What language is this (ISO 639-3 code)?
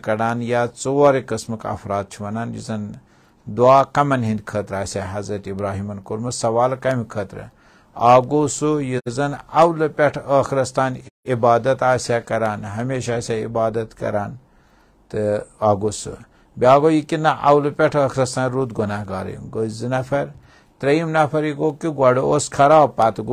kas